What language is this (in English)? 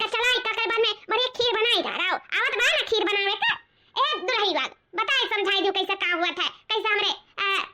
Awadhi